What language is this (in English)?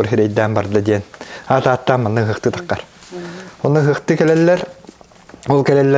Yakut